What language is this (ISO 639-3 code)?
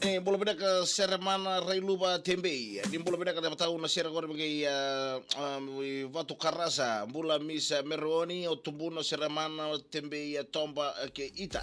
fij